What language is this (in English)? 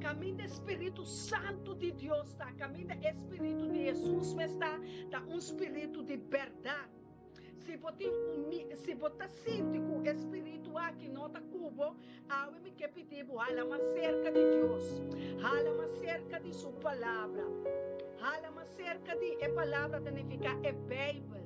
Papiamento